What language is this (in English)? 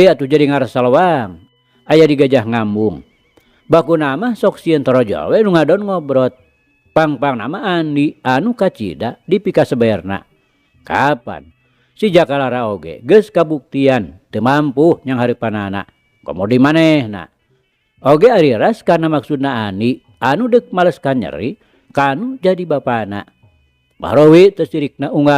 Sundanese